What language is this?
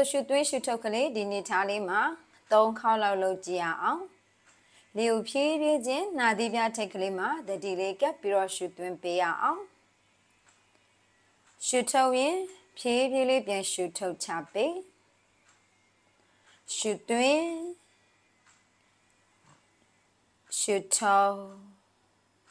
Burmese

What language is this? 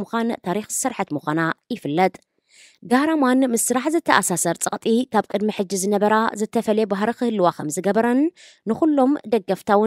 Tigrinya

